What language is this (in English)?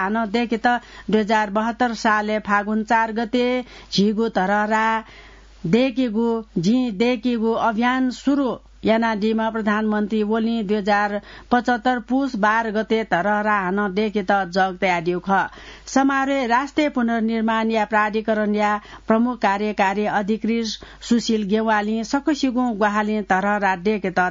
Newari